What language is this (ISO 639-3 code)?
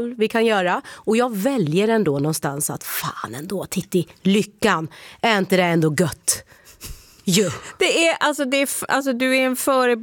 swe